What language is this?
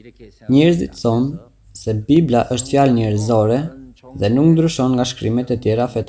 Albanian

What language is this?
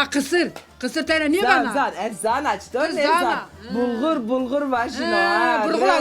Zaza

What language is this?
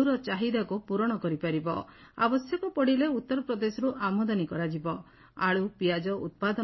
Odia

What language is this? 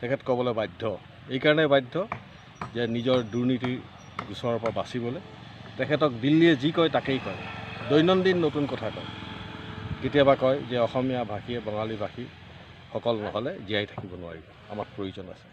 Assamese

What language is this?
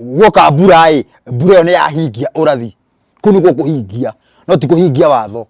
Kikuyu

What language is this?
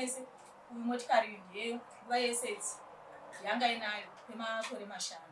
Shona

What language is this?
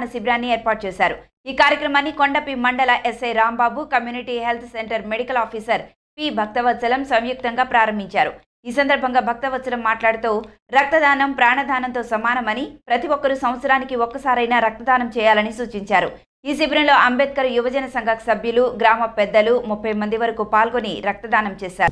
Telugu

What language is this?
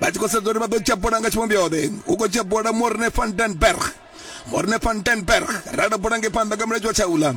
Venda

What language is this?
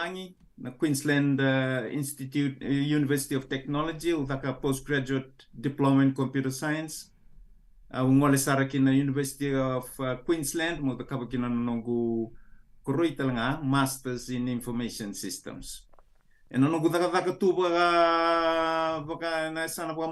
Fijian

